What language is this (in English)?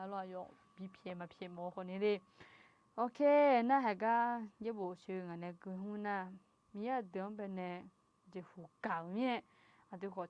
Akha